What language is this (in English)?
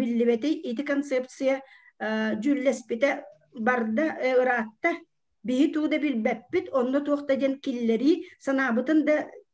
Yakut